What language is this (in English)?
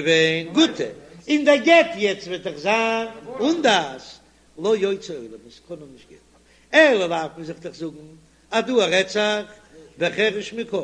Yiddish